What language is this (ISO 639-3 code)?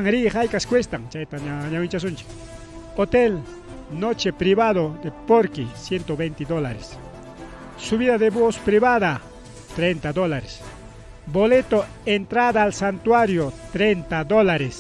quy